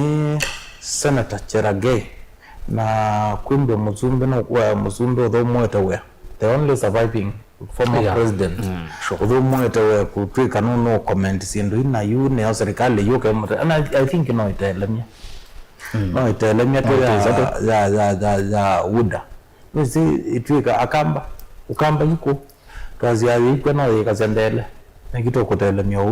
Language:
Kamba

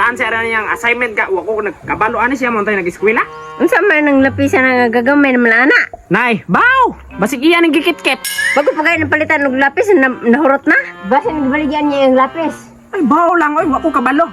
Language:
Cebuano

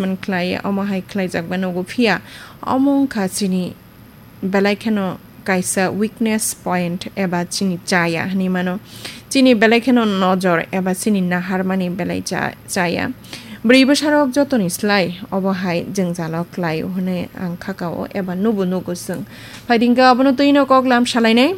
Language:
Kok Borok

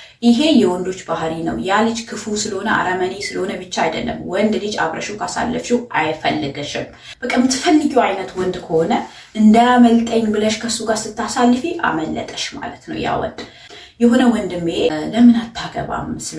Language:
Amharic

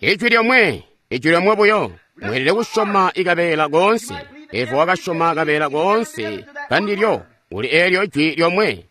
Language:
Tonga (Zambia)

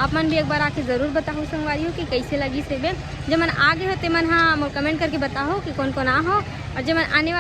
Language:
Chhattisgarhi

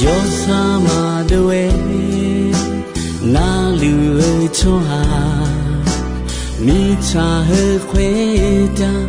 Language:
Akha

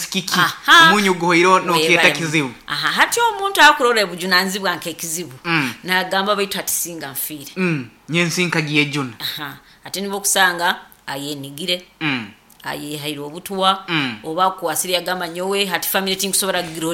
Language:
Nyoro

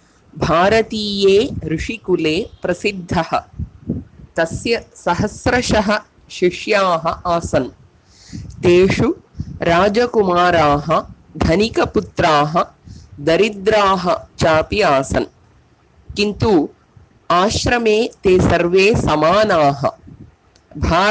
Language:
Sanskrit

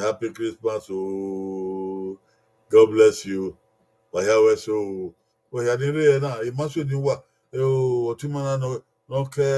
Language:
Bini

